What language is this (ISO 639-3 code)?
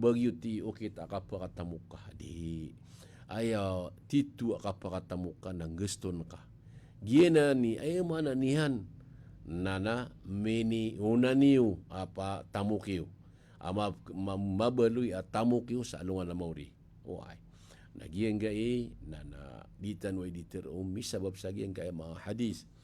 mrw